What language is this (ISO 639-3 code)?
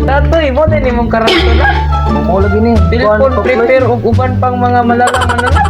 ceb